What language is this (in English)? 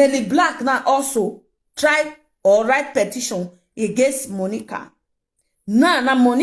Nigerian Pidgin